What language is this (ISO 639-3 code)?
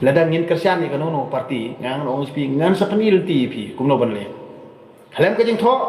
kha